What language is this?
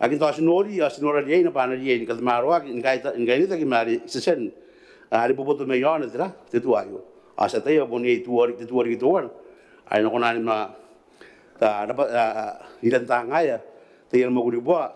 Gilbertese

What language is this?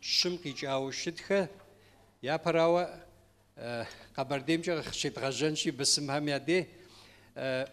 Kabardian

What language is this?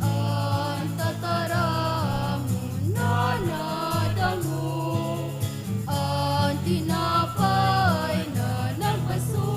Bikol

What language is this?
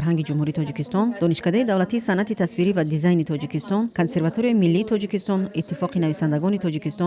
Tajik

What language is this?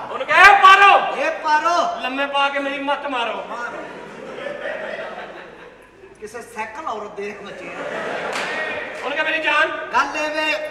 Punjabi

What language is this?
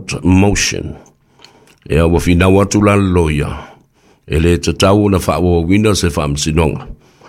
Samoan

